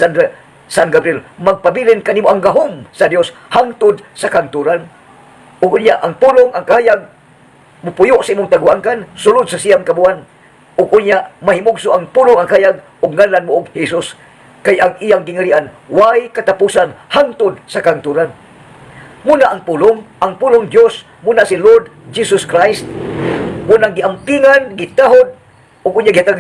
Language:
Cebuano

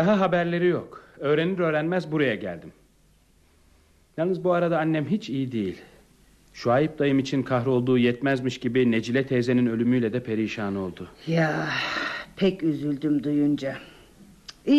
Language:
Turkish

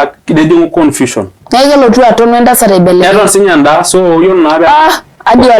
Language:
Masai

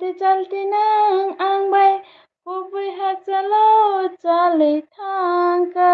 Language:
Kok Borok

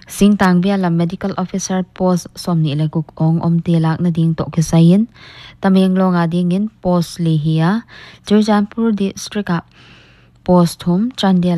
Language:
Paite Chin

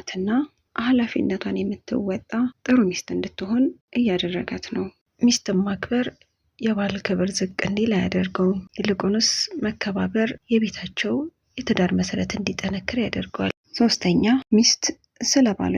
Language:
Amharic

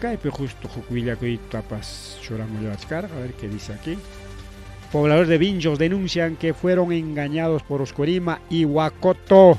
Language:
Ayacucho Quechua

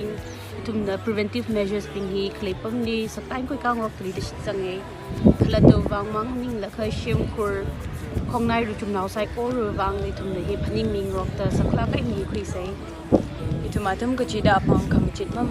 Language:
Tangkhul Naga (India)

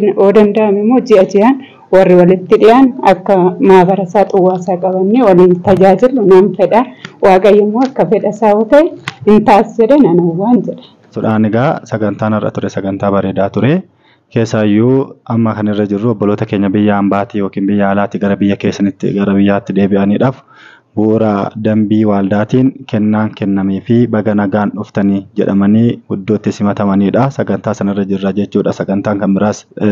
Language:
Oromo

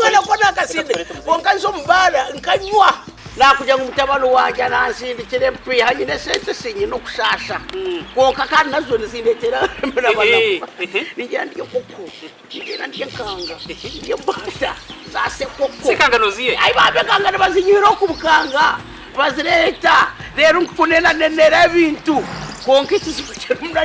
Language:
Nyankole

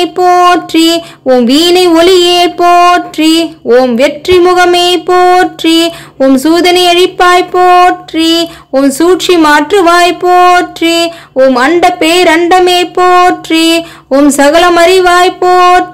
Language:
Tamil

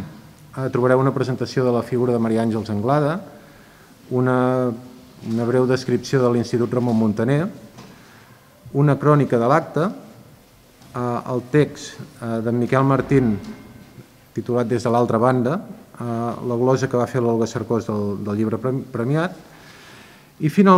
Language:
Catalan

